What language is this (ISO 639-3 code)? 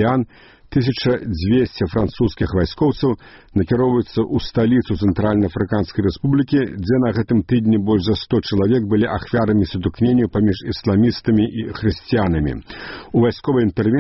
bel